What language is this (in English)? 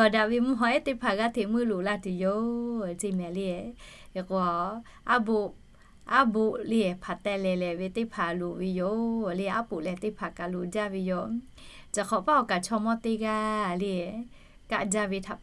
Lahu